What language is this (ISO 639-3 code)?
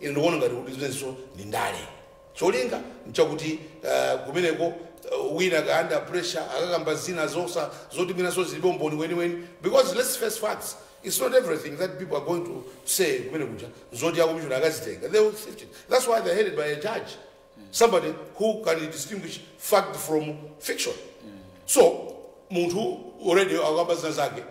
nya